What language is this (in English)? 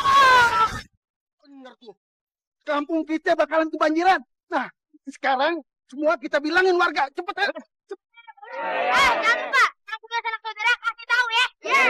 Betawi